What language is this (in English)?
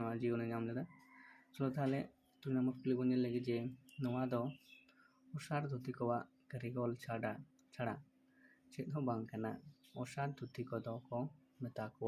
Santali